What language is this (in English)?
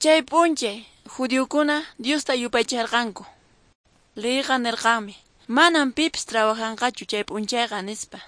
Quechua